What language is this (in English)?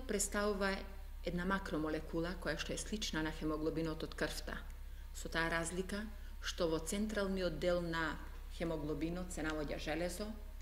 Macedonian